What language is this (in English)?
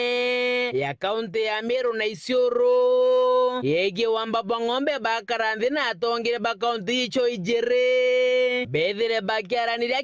Meru